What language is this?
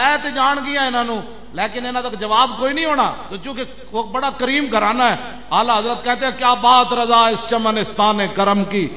Western Panjabi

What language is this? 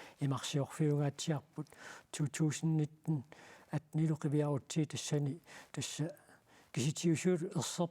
Kalaallisut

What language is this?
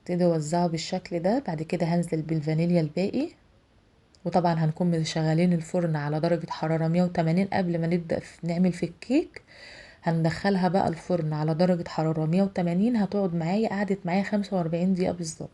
Egyptian Arabic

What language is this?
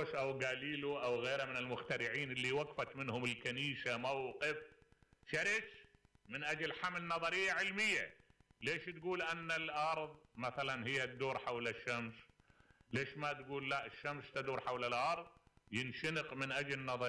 Mesopotamian Arabic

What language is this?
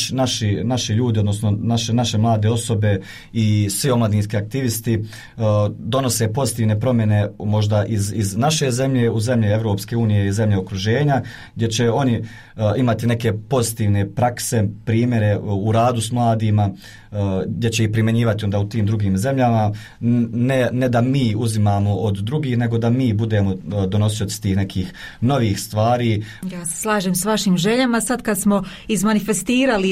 Bosnian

